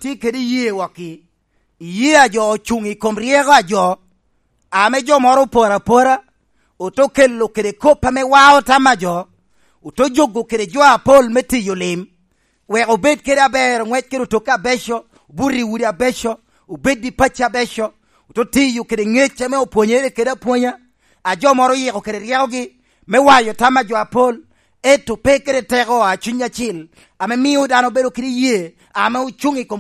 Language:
Lango (Uganda)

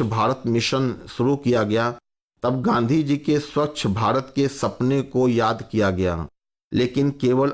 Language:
Hindi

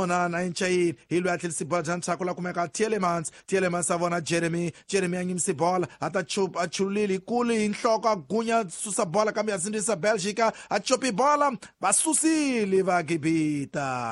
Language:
Tsonga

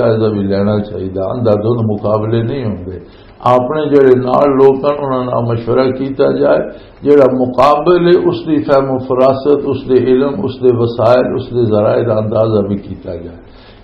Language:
Western Panjabi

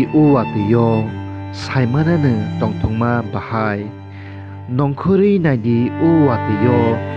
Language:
Kok Borok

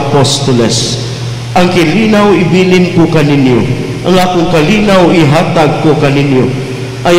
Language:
Cebuano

